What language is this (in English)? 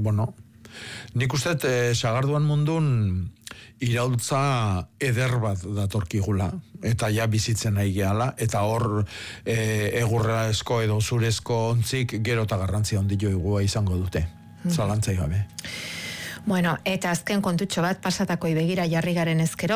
Basque